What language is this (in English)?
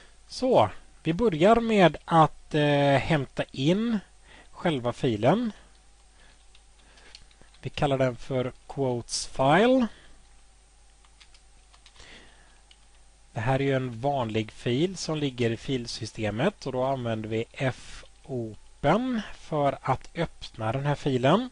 Swedish